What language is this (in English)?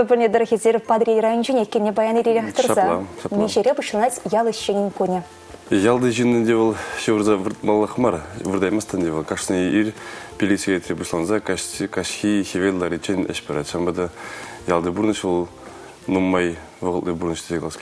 Chuvash